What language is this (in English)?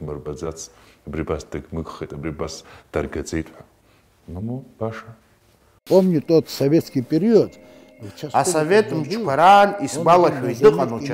Abkhazian